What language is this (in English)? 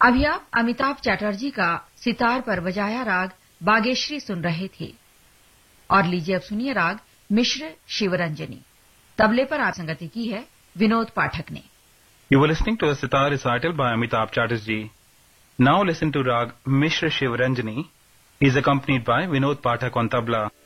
Hindi